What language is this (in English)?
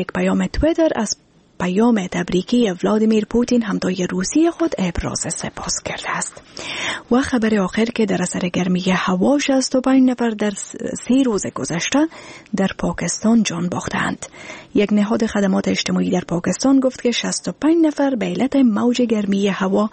Persian